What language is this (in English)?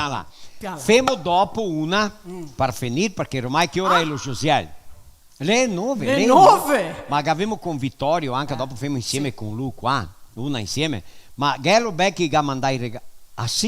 Venetian